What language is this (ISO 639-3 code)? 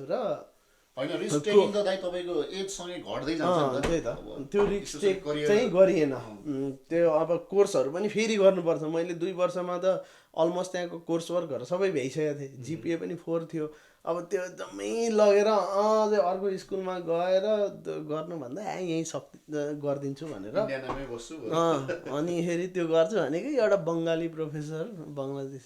nep